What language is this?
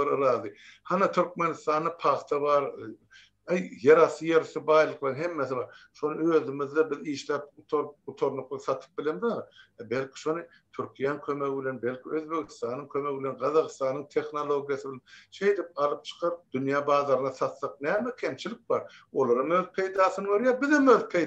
Turkmen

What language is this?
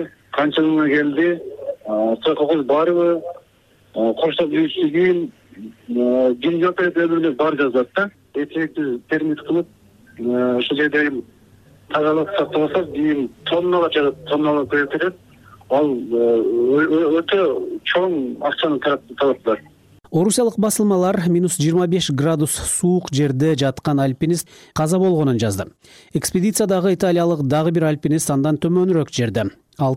Kyrgyz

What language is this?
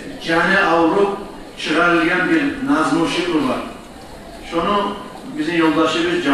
Kumyk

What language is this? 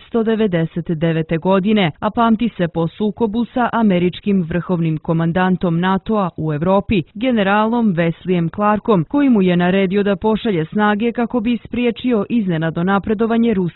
Serbian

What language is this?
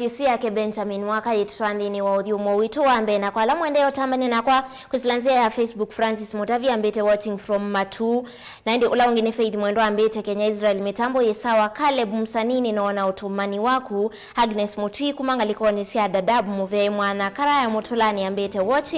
Kamba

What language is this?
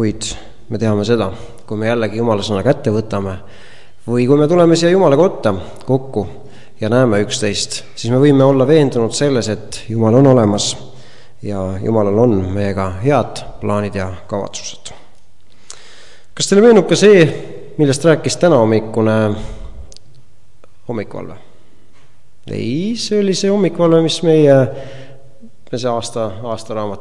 Estonian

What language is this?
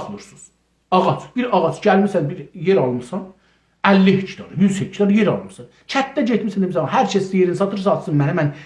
South Azerbaijani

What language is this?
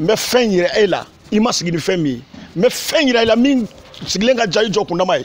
Bambara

